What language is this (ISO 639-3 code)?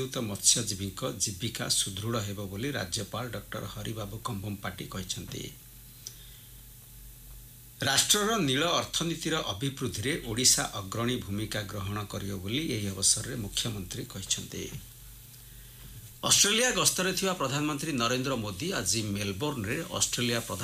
ori